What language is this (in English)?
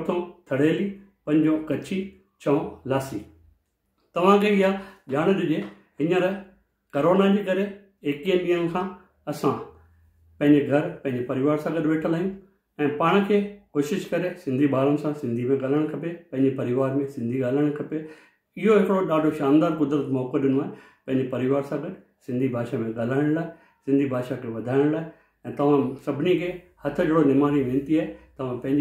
Sindhi